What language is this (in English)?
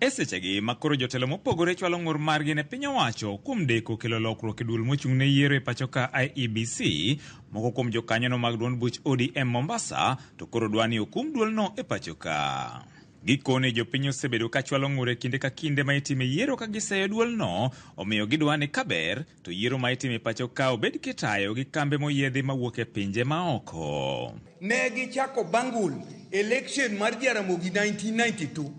Luo (Kenya and Tanzania)